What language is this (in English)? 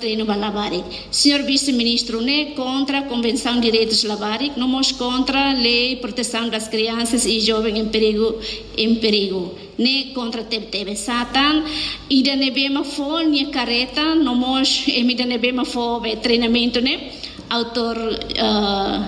Tetum